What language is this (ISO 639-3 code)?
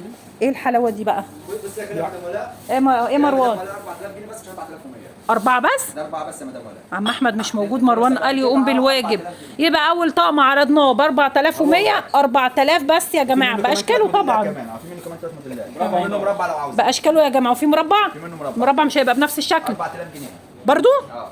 arz